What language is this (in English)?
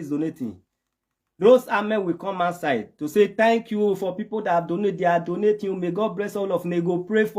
Nigerian Pidgin